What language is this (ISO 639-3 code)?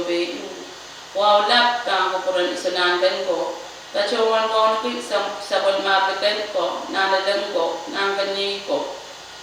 pon